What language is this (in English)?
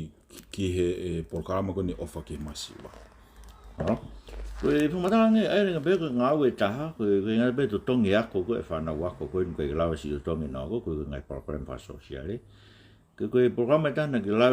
Tongan